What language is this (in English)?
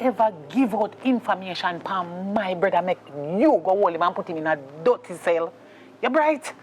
Jamaican Creole English